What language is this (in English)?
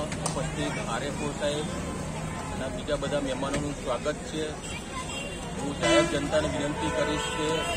Gujarati